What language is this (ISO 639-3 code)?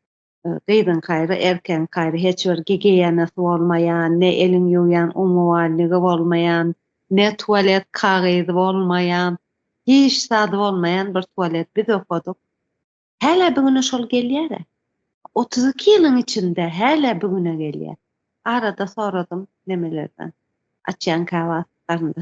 tuk